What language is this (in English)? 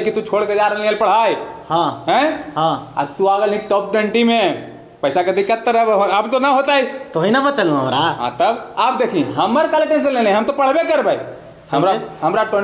Magahi